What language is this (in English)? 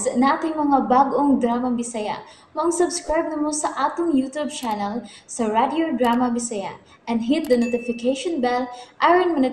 Cebuano